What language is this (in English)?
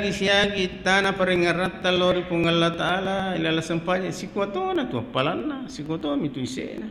Buginese